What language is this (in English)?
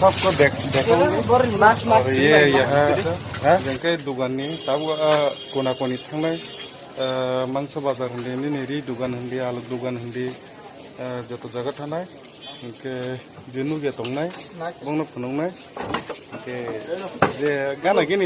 Kok Borok